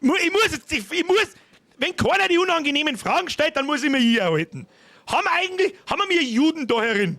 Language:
Bavarian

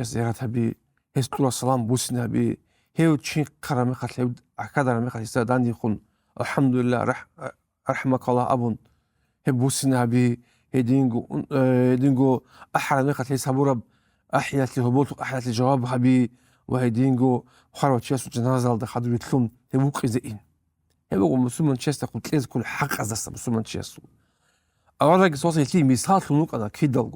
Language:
Avaric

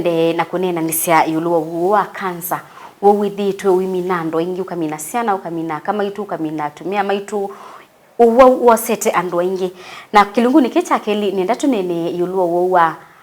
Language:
Kamba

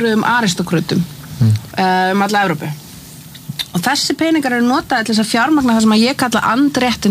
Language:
Icelandic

